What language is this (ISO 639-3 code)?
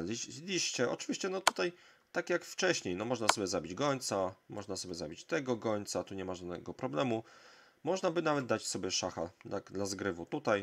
pol